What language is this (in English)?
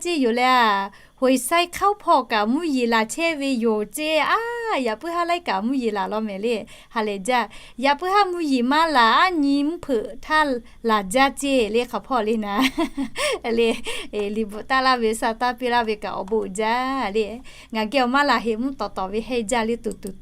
Lahu